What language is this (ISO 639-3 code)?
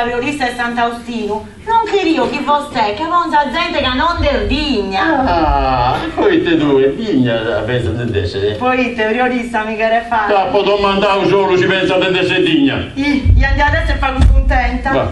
srd